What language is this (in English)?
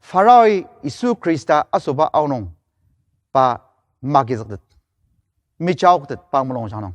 Ao Naga